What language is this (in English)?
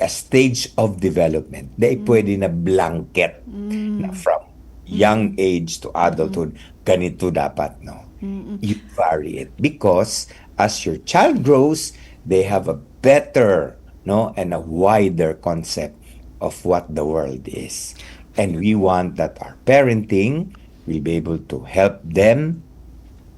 Bikol